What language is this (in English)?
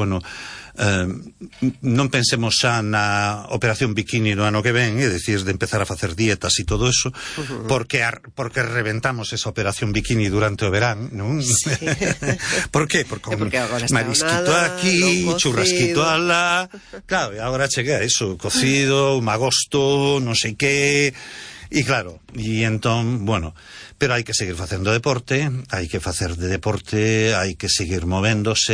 Galician